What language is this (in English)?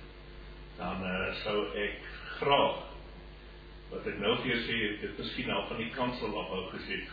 Afrikaans